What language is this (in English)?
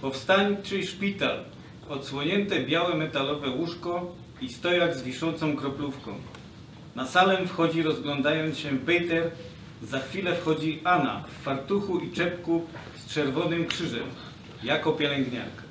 Silesian